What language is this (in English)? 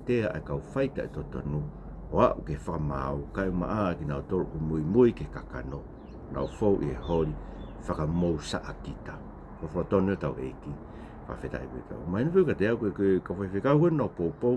Tongan